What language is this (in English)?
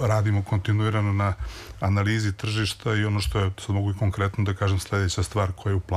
Serbian